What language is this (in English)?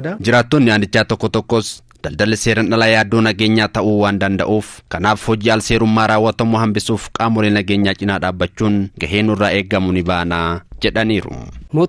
Oromo